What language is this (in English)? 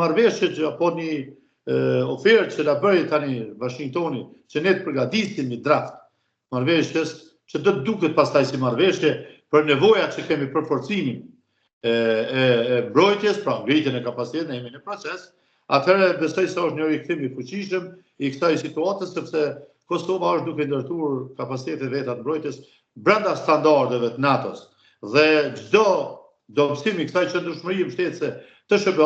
Albanian